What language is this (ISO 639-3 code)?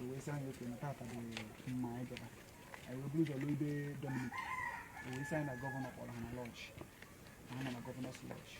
ibo